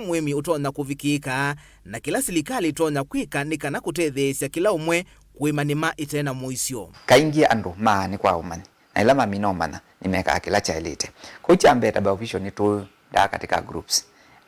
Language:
Kamba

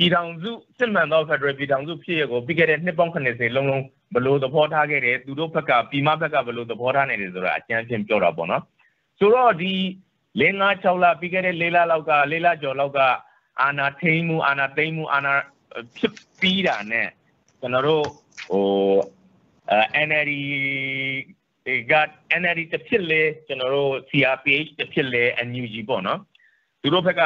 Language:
Burmese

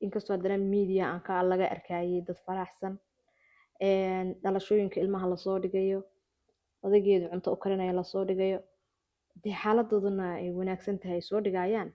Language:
Somali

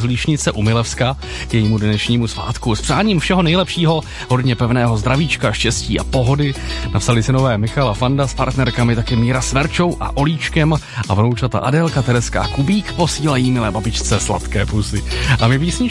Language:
Czech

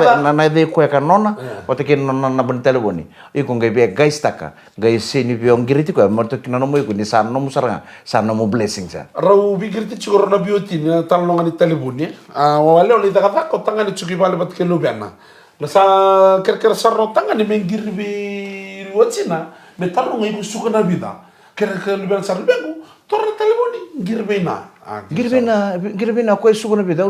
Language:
Fijian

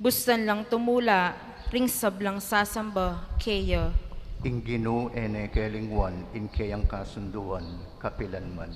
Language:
Pampanga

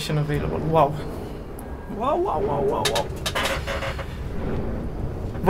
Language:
Romanian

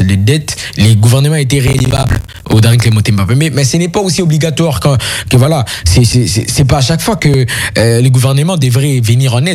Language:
French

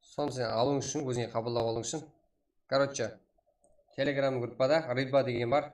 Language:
Kara-Kalpak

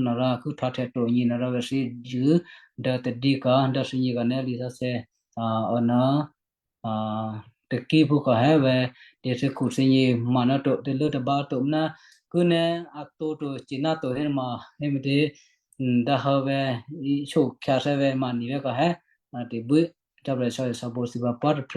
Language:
Western Kayah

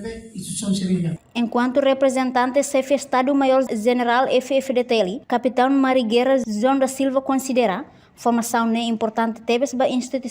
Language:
Tetum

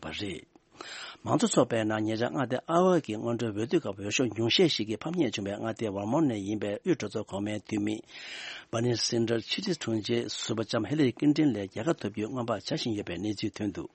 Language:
Tibetan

